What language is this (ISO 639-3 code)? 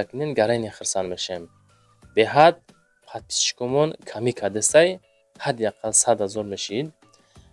tgk